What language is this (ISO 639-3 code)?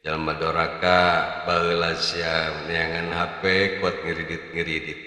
sun